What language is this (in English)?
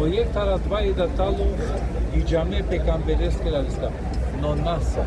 Balkan Romani